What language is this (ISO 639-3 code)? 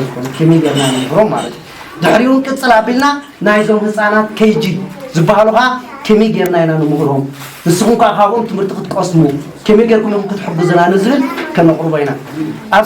tir